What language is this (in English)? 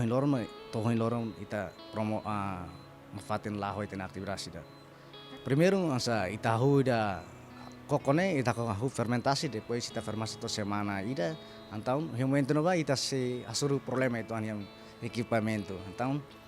Tetum